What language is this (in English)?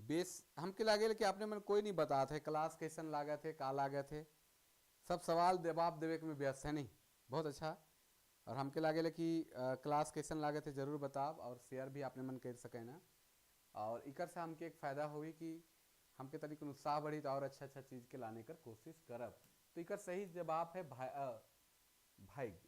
Sadri